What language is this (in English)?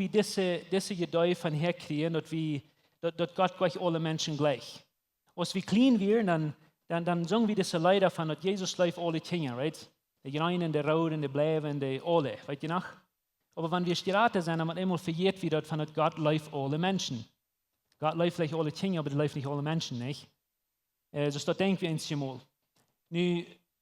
Plautdietsch